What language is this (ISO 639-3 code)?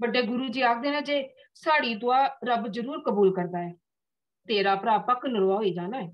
doi